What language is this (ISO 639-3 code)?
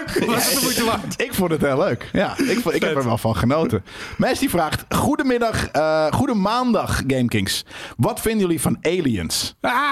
nld